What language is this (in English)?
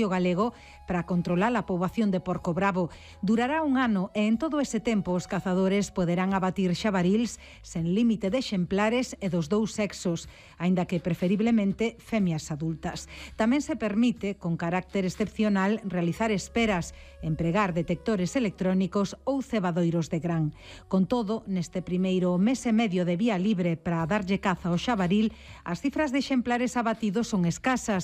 Galician